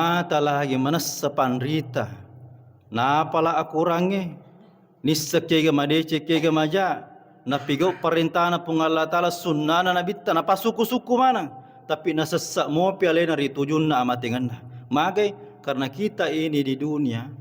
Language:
Buginese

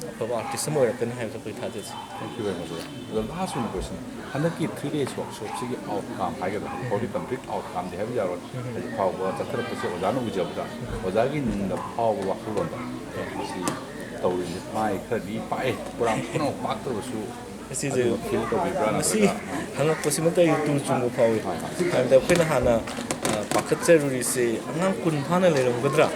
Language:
Manipuri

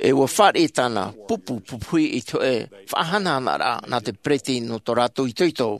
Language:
Tahitian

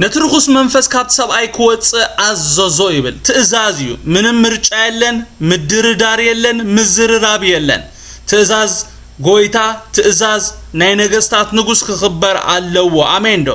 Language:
Tigrinya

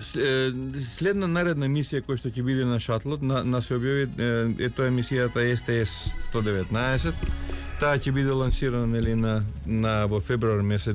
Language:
Macedonian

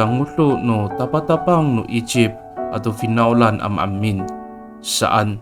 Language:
Amis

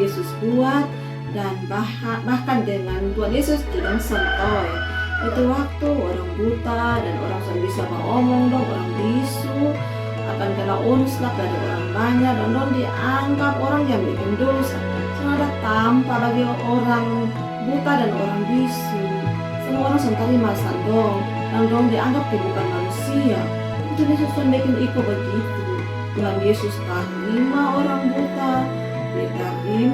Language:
Kupang Malay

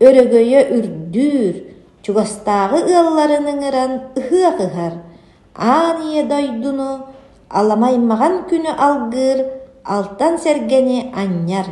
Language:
Yakut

